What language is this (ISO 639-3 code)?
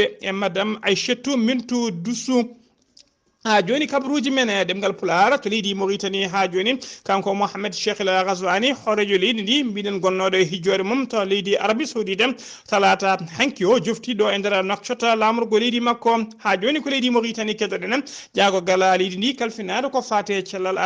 ful